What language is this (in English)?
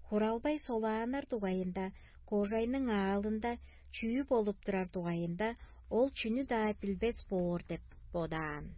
Tuvinian